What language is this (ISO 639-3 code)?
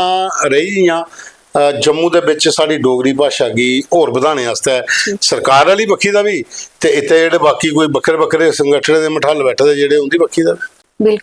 doi